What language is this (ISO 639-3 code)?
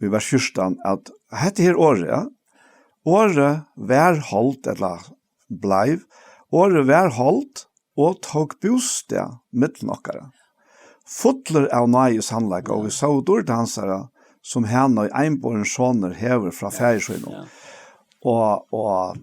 fao